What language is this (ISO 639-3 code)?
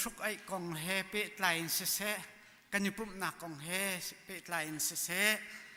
cnh